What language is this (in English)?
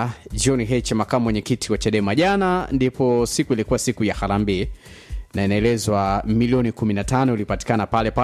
Swahili